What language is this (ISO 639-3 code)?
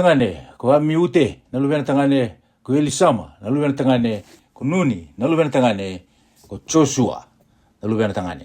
fij